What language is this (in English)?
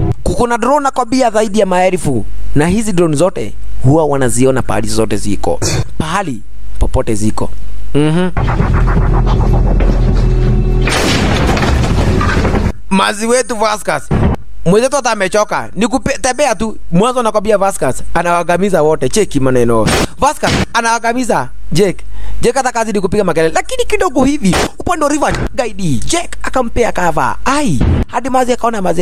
Swahili